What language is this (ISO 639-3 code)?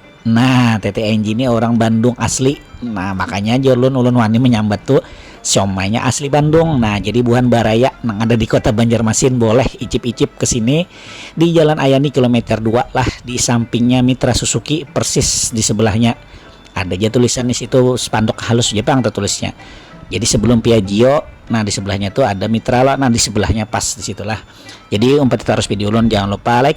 bjn